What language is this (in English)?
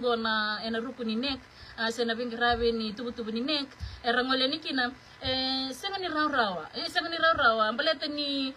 Fijian